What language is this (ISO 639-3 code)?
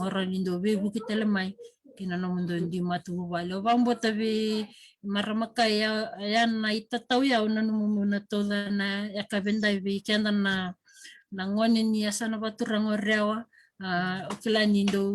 fij